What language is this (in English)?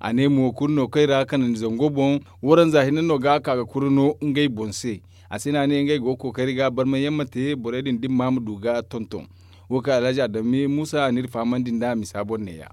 Zarma